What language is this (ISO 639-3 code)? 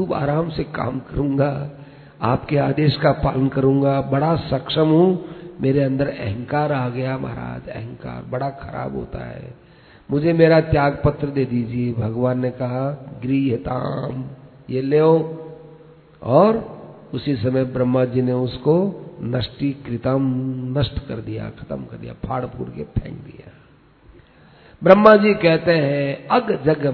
hin